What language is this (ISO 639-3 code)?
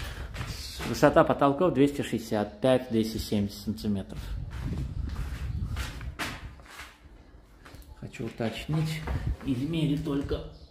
rus